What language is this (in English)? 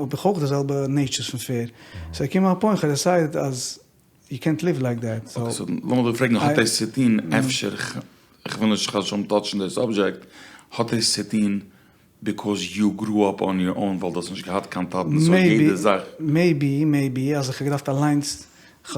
Yiddish